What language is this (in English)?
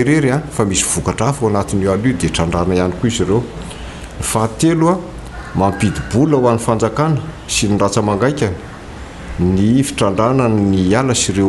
Malagasy